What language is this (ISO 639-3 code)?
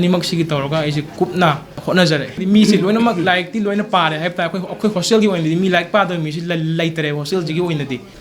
mni